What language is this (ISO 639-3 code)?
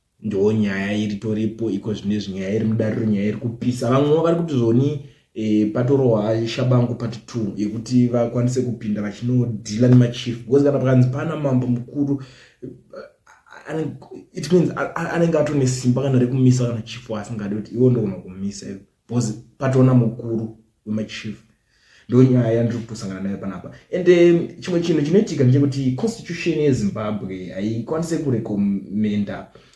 sna